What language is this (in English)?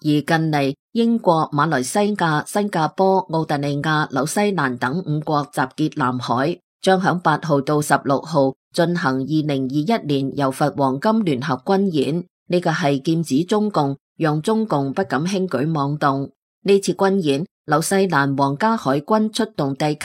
Cantonese